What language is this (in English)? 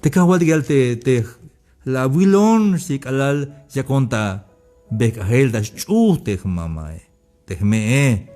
Tzeltal